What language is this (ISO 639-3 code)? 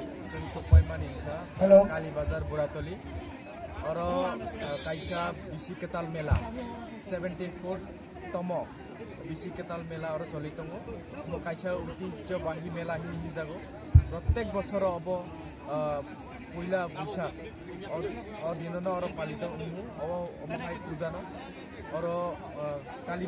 trp